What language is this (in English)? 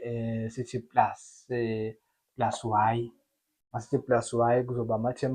Zulu